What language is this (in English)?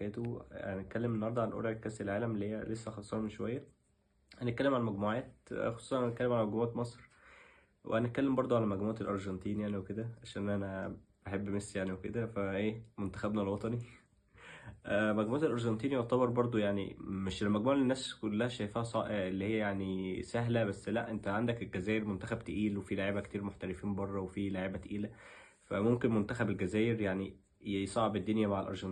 Egyptian Arabic